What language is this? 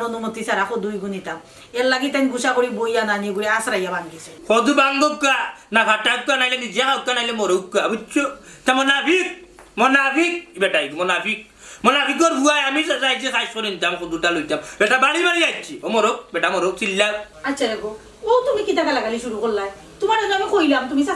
Sylheti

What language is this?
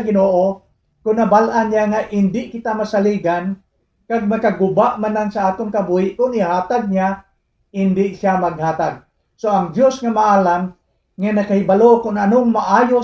Hiligaynon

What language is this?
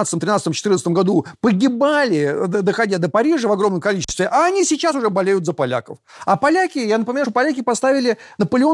Russian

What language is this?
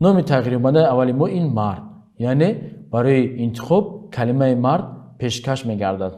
Tajik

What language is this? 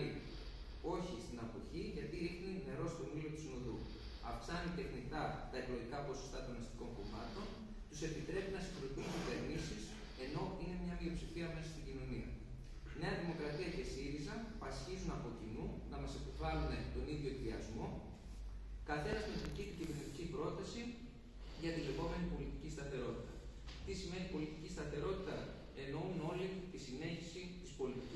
Greek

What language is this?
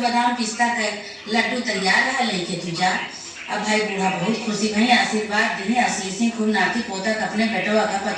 Awadhi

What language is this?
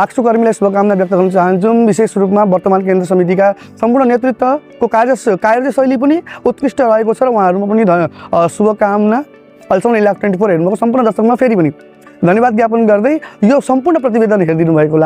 Nepali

